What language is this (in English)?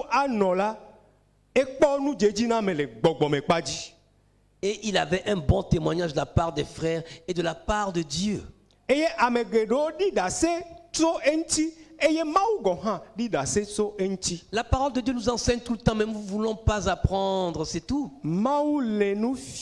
Ewe